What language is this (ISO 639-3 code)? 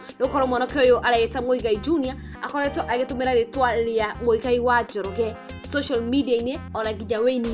kik